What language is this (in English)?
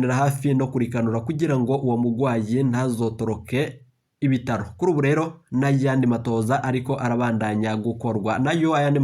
Rundi